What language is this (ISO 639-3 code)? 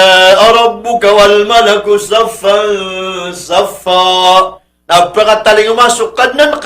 mrw